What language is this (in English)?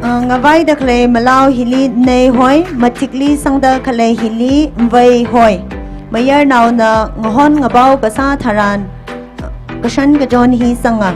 Tangkhul Naga (India)